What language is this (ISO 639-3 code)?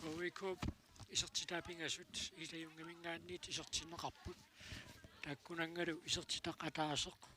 kal